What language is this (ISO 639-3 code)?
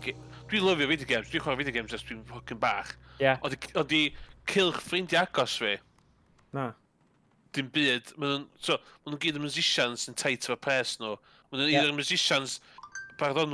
cym